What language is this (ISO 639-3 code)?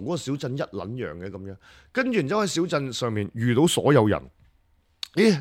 yue